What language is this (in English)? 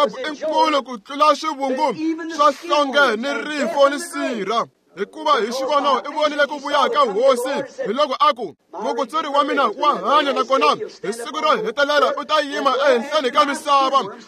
Tsonga